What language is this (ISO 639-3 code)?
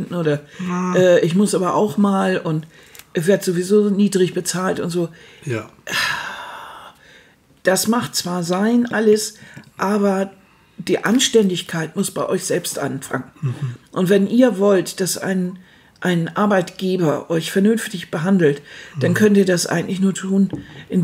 deu